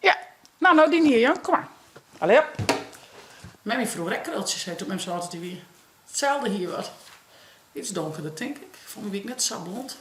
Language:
Western Frisian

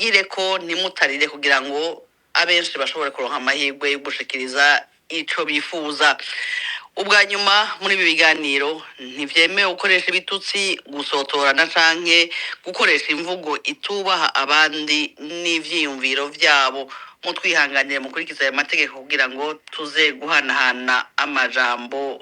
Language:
Rundi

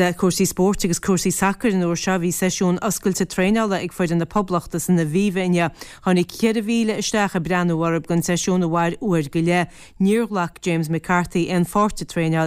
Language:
Irish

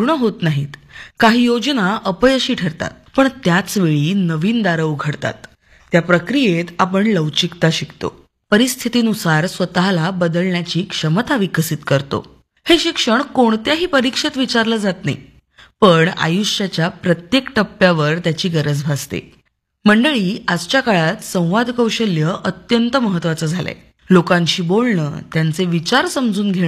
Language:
Marathi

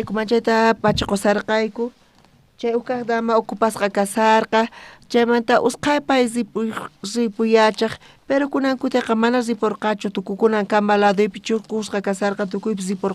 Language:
South Bolivian Quechua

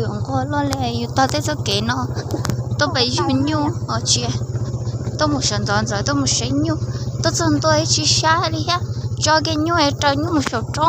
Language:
Hmong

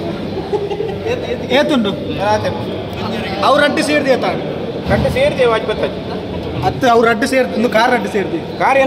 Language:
Tulu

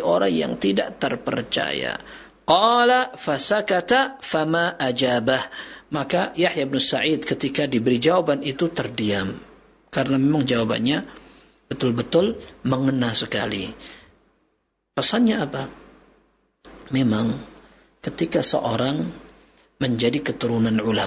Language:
Indonesian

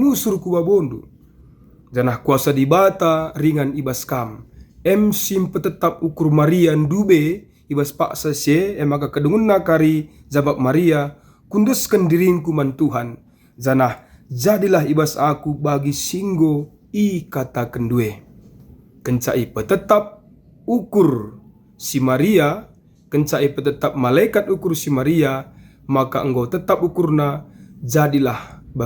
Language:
Batak Karo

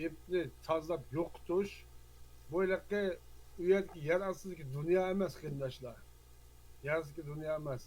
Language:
Uyghur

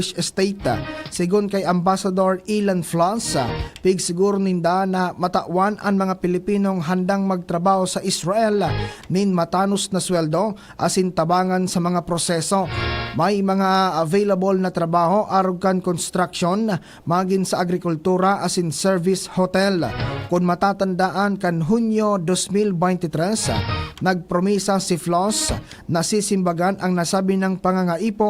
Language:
Bikol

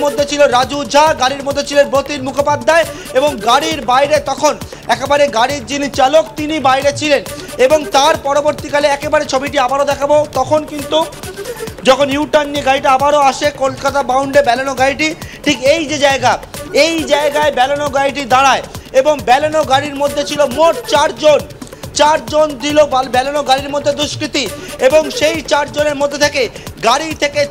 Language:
Bangla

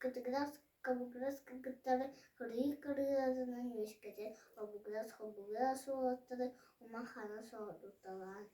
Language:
Yakut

